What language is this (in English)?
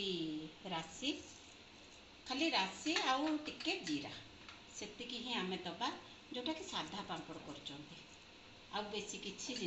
Odia